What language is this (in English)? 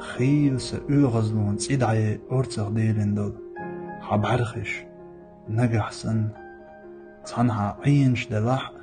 Chechen